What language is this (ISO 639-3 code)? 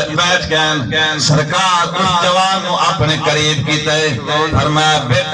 skr